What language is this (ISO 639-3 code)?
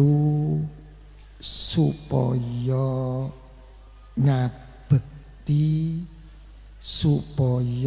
jav